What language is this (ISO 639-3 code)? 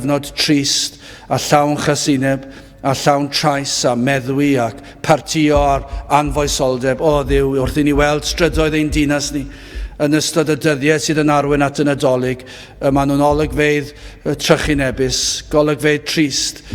cym